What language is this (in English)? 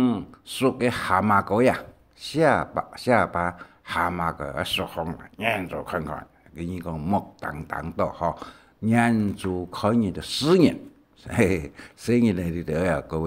Hakka Chinese